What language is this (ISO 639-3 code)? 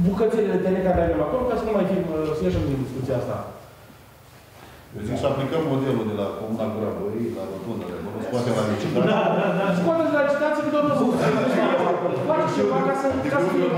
ron